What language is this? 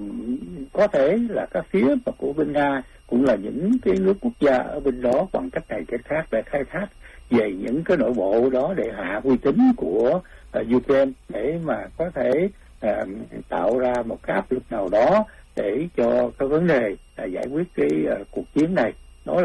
Vietnamese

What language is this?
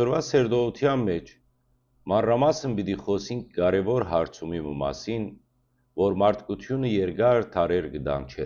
Western Armenian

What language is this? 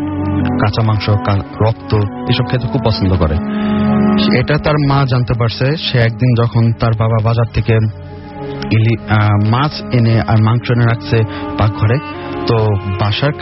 Bangla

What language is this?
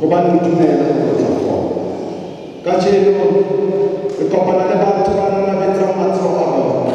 Southern Sotho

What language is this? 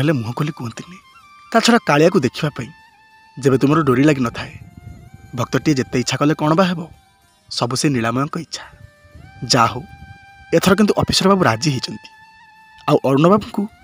Odia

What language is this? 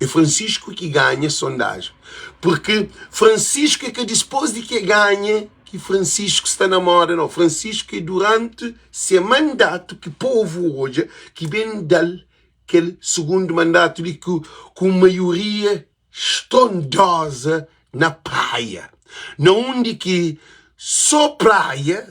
Kabuverdianu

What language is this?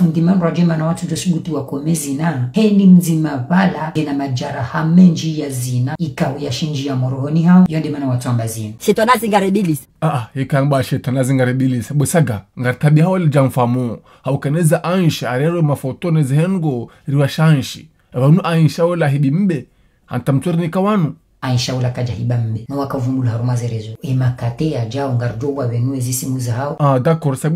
Ngazidja Comorian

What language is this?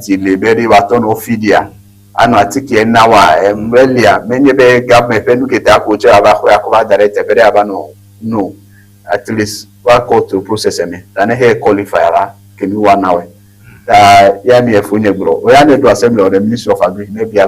Ewe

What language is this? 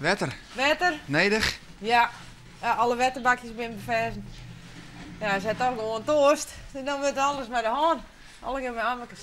Western Frisian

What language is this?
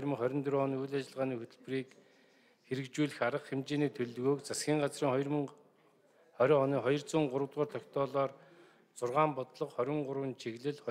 Mongolian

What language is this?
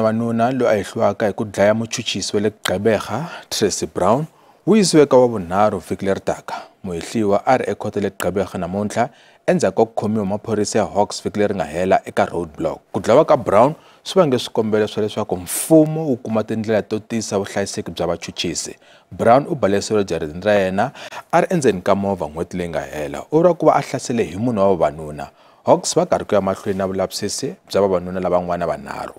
Tsonga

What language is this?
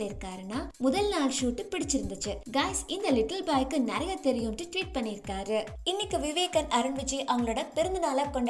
Tamil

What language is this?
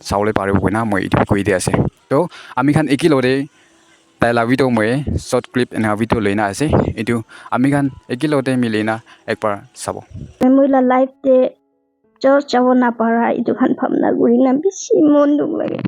Naga Pidgin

